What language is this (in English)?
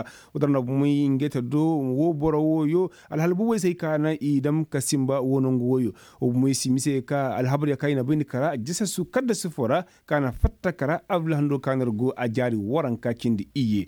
Koyraboro Senni